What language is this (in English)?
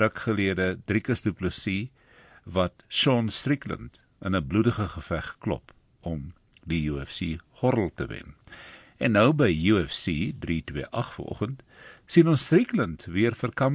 Afrikaans